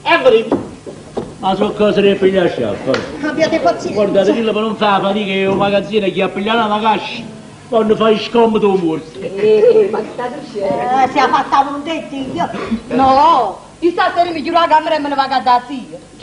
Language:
Neapolitan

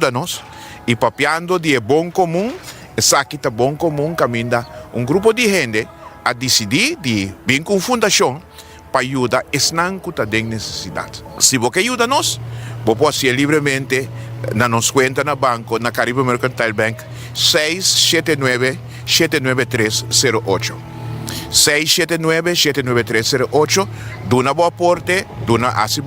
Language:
Papiamento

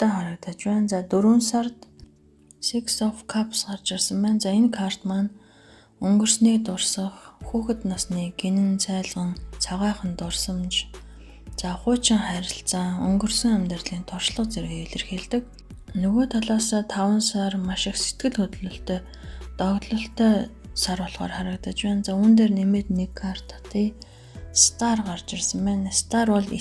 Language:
Mongolian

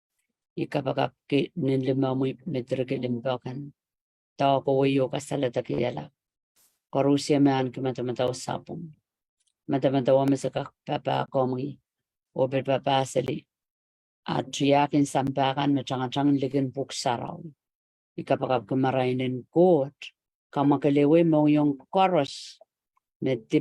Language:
Pohnpeian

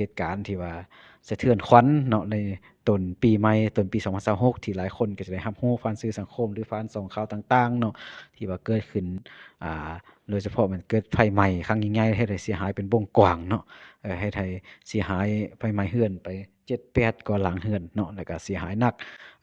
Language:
Lao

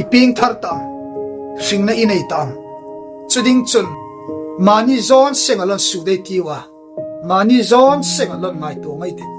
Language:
Hmar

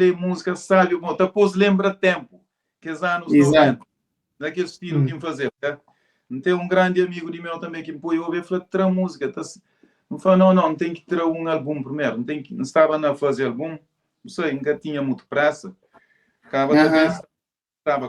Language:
Kabuverdianu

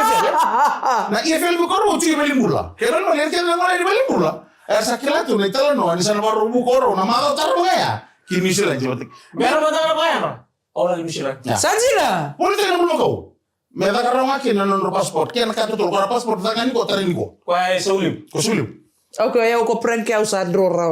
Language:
Fijian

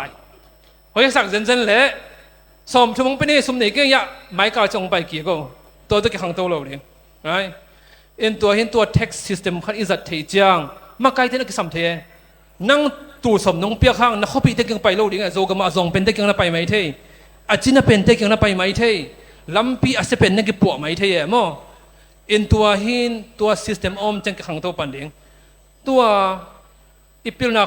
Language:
Tedim Chin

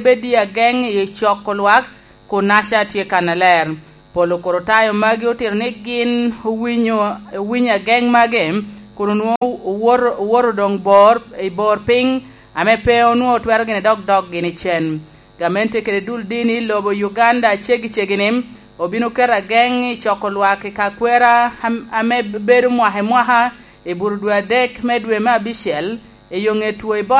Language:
Lango (Uganda)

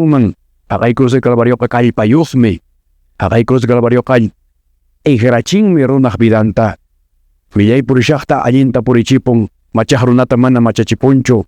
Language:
Quechua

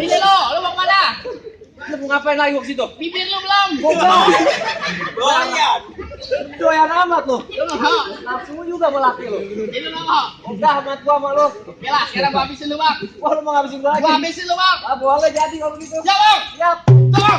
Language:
Betawi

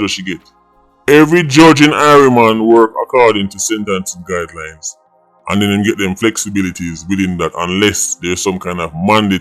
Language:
Jamaican Creole English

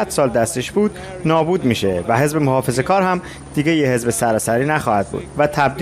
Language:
Persian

